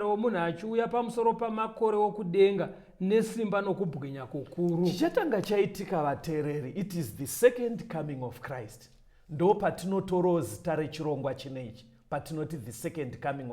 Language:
Shona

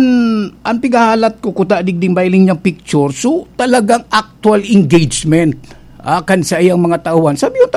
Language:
Bikol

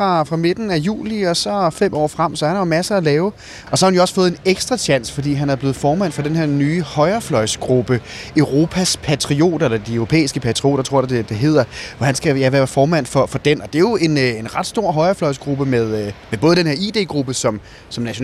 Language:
Danish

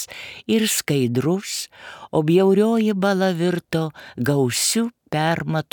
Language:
Lithuanian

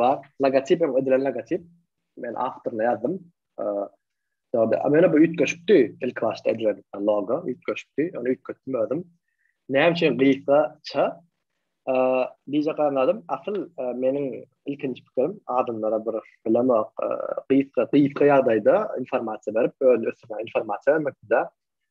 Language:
Turkmen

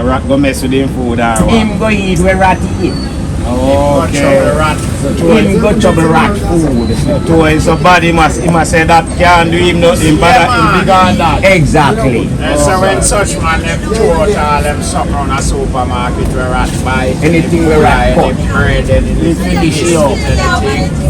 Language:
Jamaican Creole English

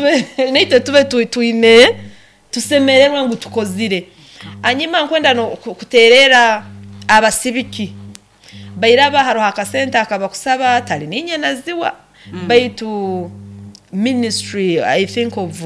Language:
Nyoro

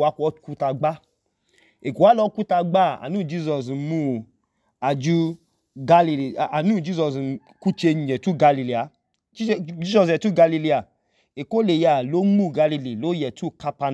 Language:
Idoma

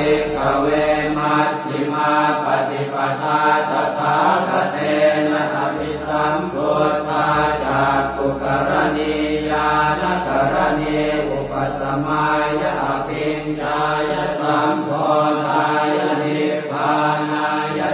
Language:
Pali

